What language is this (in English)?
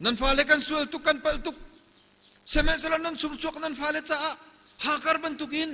Hakha Chin